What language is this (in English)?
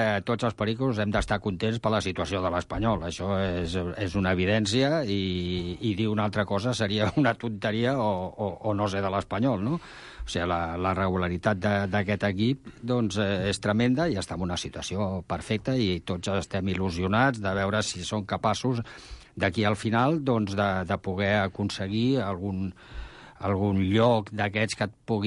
Catalan